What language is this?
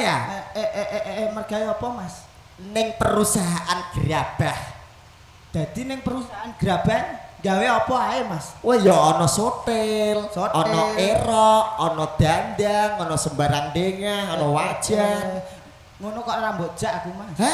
Javanese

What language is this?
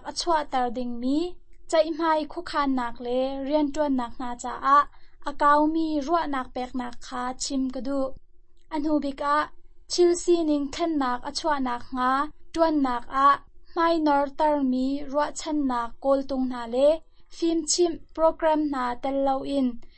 Hakha Chin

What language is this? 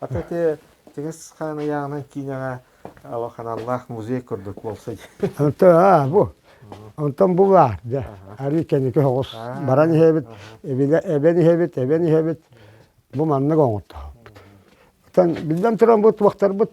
Yakut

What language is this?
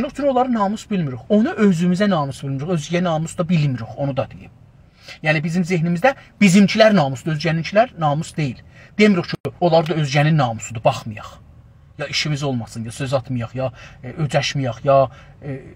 South Azerbaijani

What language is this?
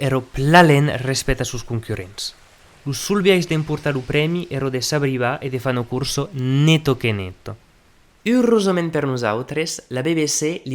Occitan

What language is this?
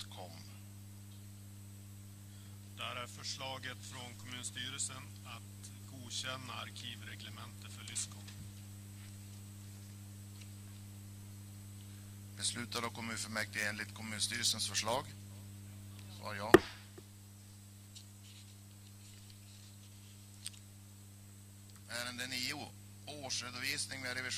Swedish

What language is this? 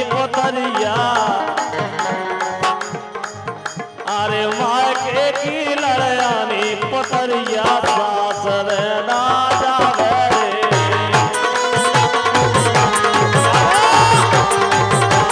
Bhojpuri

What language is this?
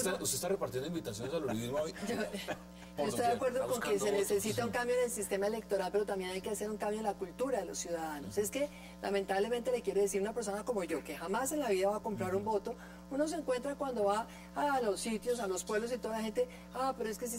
Spanish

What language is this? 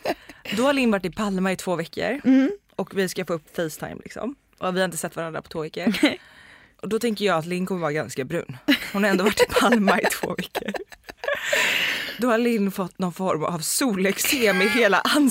Swedish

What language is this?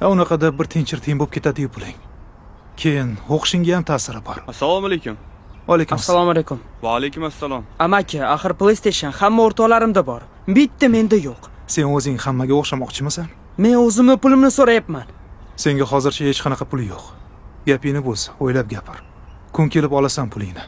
Uzbek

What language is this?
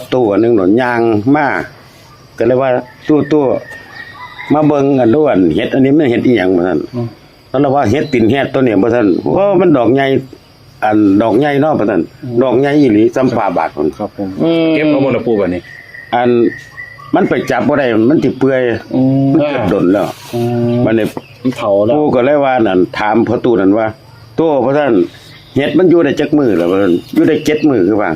Northeastern Thai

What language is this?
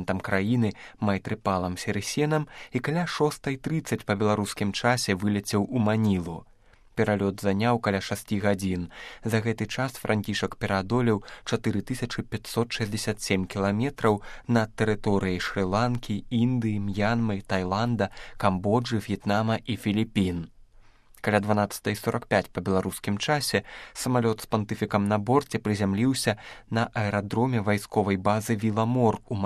Belarusian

